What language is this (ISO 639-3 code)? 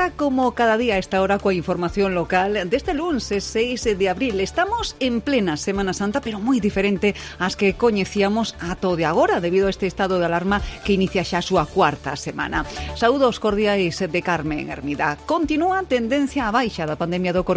glg